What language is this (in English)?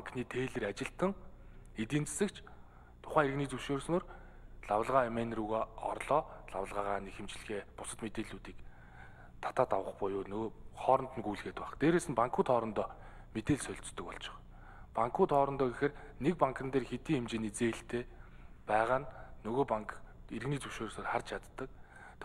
Mongolian